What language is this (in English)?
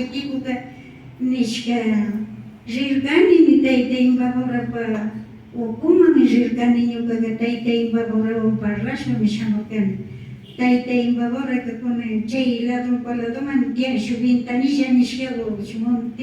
Imbabura Highland Quichua